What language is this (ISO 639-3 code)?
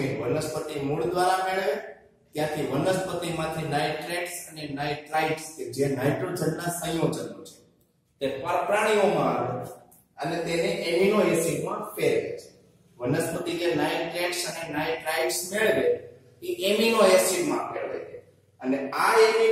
guj